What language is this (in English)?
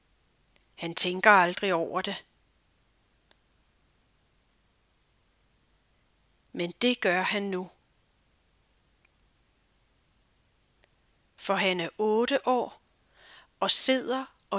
Danish